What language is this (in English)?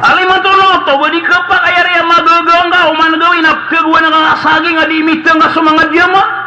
Maranao